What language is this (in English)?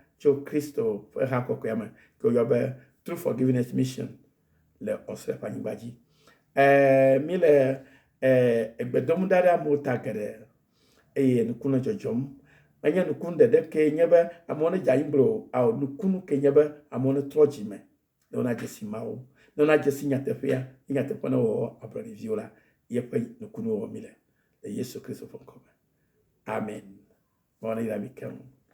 Ewe